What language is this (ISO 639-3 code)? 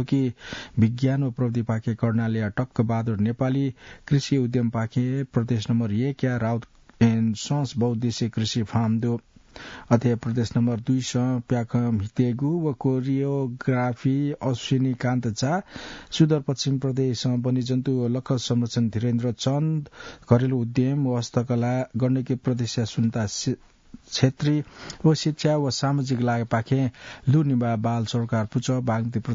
new